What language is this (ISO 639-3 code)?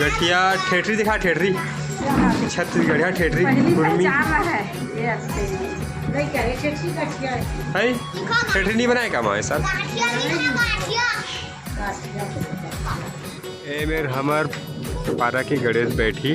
hne